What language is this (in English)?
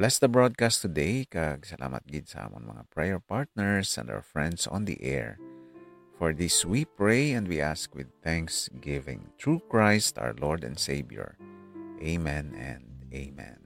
Hiligaynon